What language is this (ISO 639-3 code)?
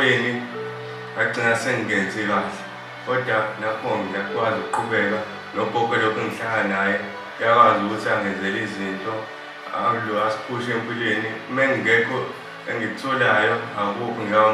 zul